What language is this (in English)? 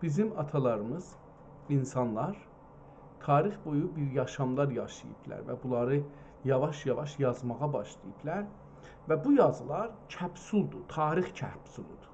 South Azerbaijani